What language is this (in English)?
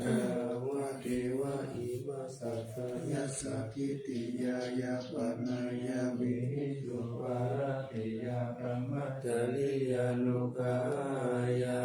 Pali